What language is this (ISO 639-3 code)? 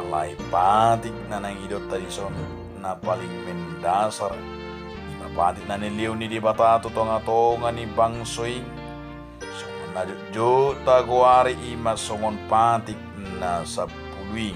bbc